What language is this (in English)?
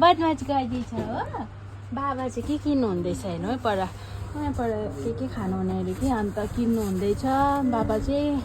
Nepali